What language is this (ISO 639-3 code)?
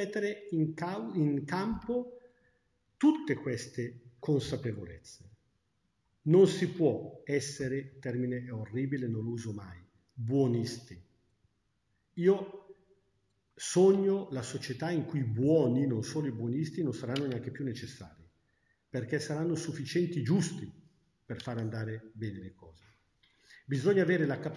ita